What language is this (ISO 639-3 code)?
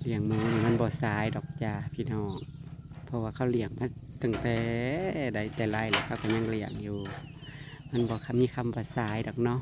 tts